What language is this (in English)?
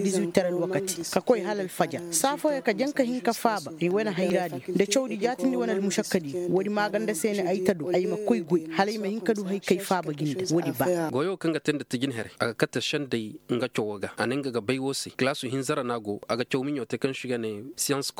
Koyraboro Senni